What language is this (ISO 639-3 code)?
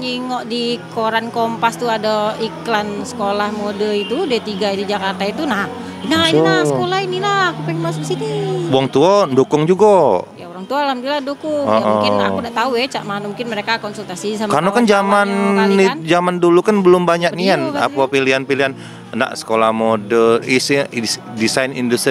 mui